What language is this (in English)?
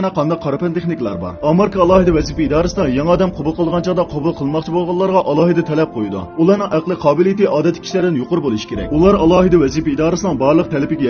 Uyghur